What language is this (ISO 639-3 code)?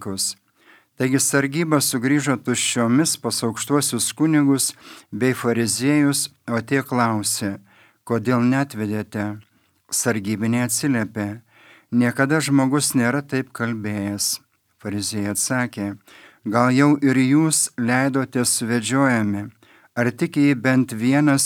lit